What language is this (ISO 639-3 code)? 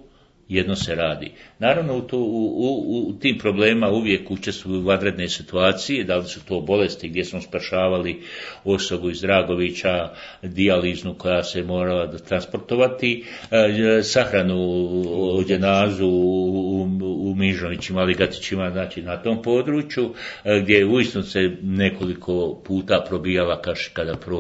bos